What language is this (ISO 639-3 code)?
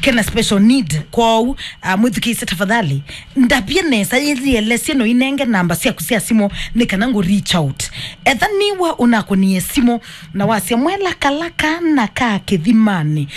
kam